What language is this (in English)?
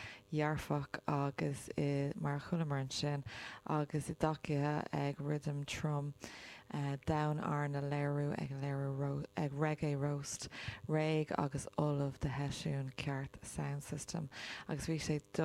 Irish